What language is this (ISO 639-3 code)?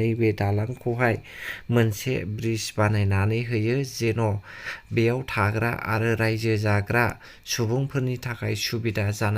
brx